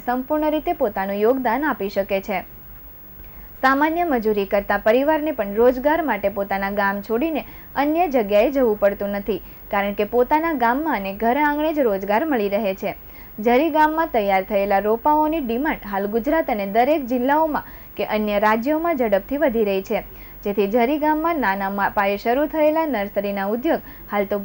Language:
Gujarati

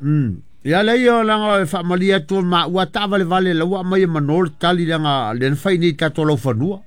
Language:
Samoan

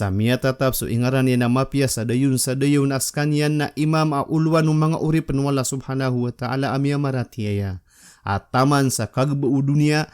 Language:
Maranao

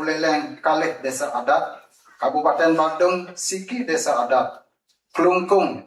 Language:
Balinese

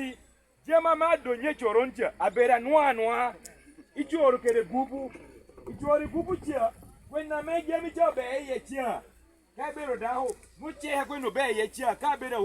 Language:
Lango (Uganda)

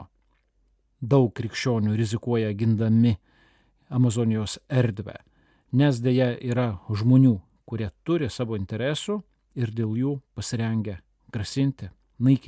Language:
Lithuanian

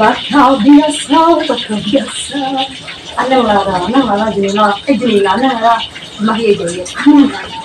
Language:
Iban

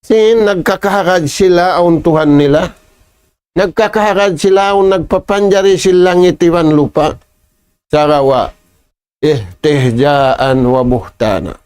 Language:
Tausug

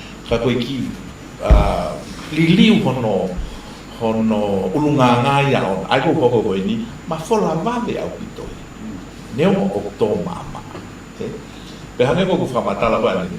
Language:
Tongan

